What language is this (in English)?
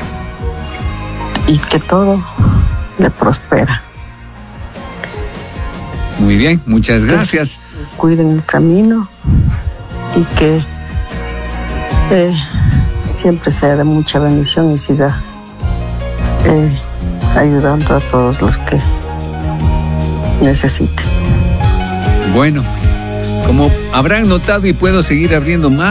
Spanish